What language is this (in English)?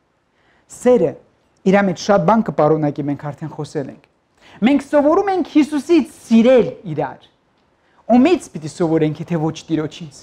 Armenian